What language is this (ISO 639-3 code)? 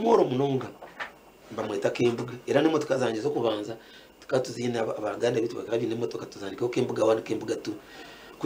nyn